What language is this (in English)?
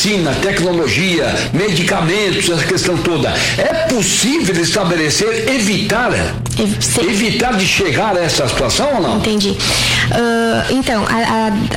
Portuguese